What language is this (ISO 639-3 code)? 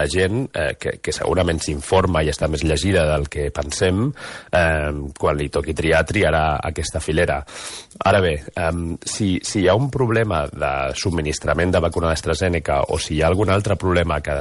cat